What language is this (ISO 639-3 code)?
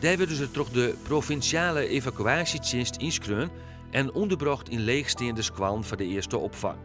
fry